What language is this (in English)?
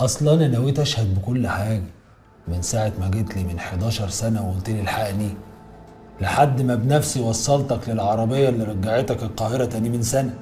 Egyptian Arabic